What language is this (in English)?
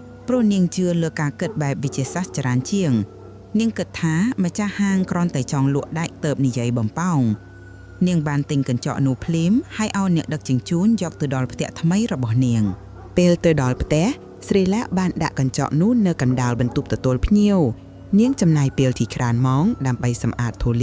Khmer